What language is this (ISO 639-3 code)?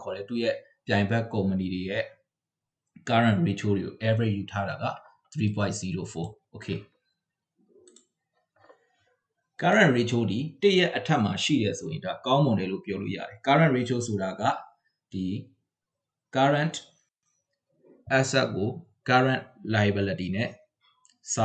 mya